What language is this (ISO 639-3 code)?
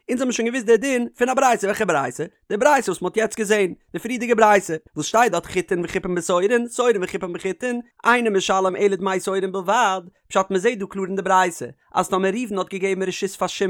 yid